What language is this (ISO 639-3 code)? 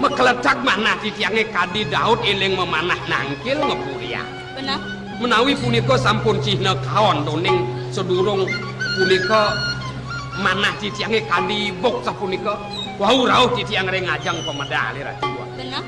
ban